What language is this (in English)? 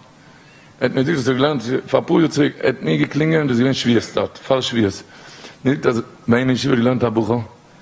Yiddish